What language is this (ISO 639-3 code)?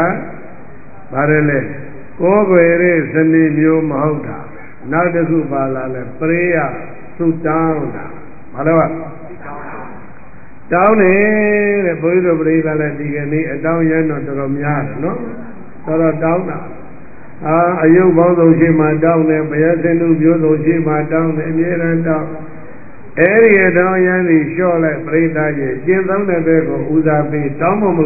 mya